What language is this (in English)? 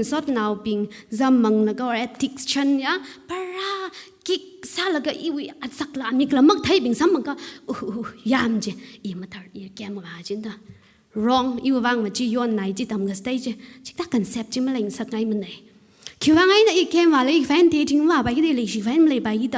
Tangkhul Naga (India)